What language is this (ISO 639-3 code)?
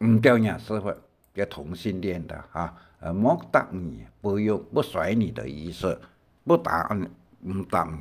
hak